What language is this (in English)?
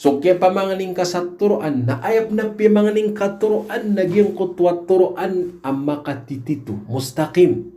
Maranao